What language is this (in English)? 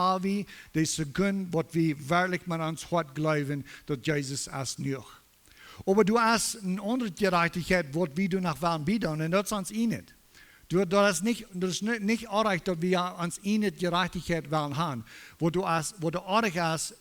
Plautdietsch